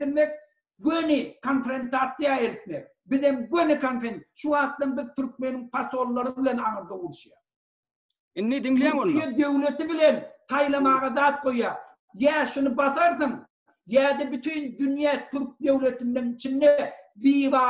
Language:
Turkmen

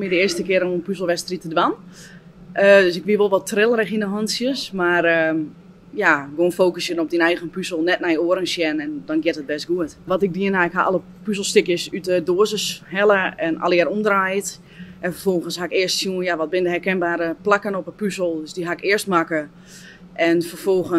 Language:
Western Frisian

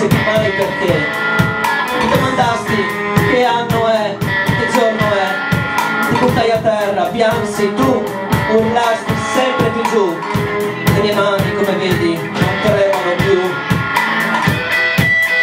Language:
Italian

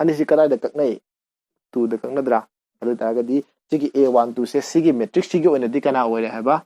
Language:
Manipuri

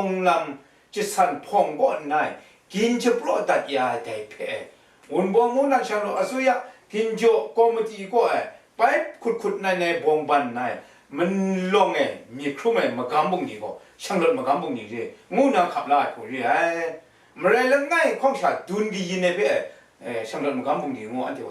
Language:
Kachin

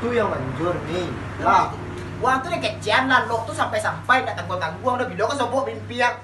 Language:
Minangkabau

